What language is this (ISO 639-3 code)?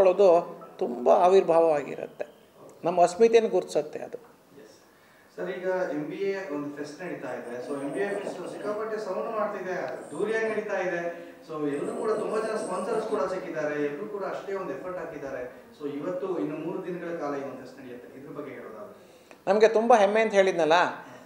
kan